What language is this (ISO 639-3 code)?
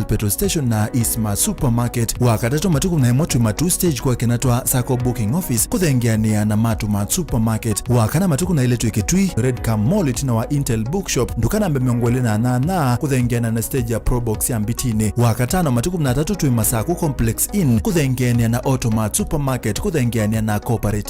kam